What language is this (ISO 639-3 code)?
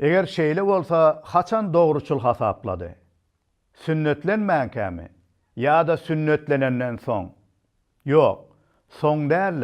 tuk